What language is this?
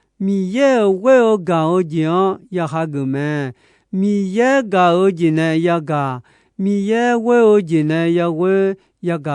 Akha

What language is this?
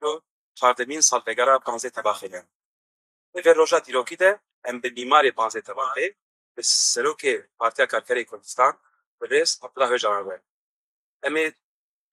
Kurdish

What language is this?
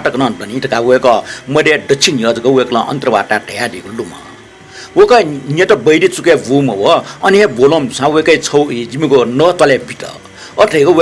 Newari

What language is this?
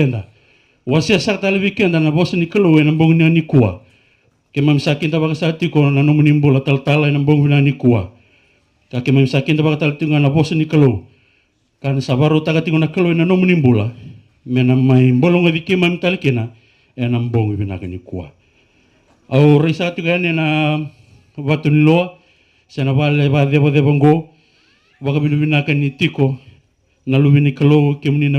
Fijian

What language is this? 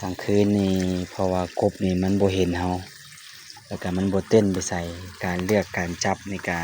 Lao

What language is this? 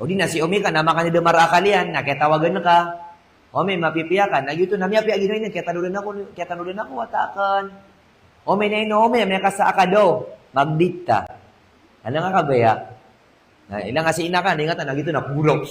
Maranao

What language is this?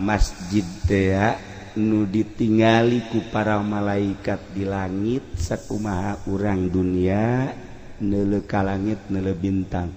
Sundanese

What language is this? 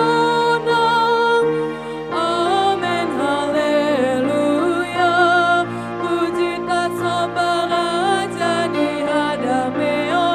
Batak Toba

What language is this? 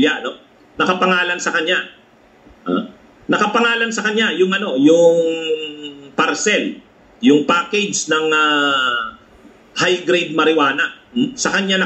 Filipino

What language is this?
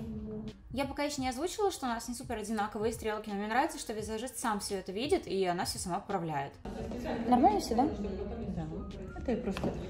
Russian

